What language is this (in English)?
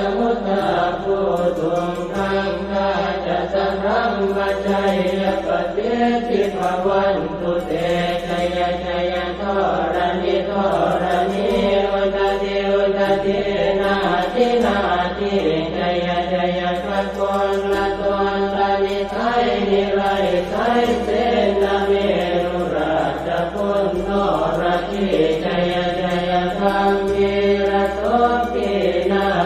Pali